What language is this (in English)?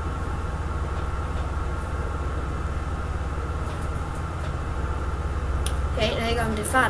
Danish